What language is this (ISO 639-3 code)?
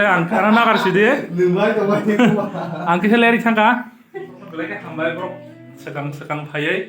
trp